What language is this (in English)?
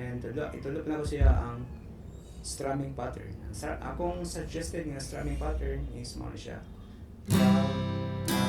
Cebuano